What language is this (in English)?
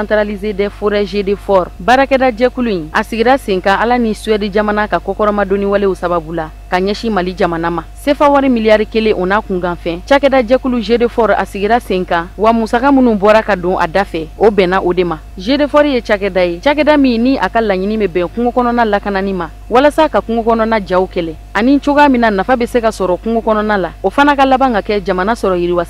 Bambara